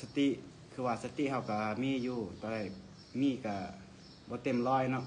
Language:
Lao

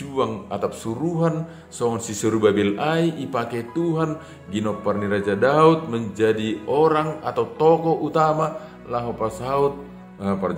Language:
Batak Simalungun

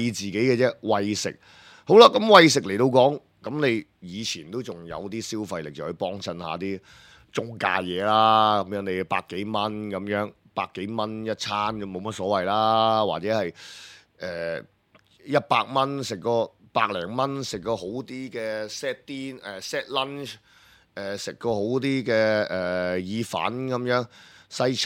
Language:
Cantonese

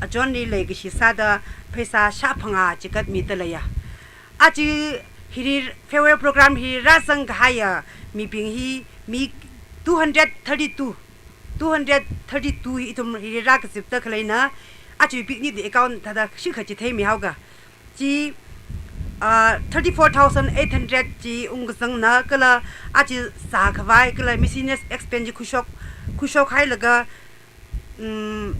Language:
Tangkhul Naga (India)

